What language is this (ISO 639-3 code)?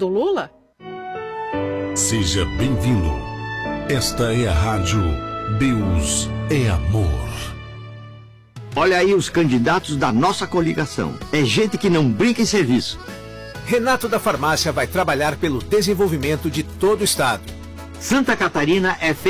por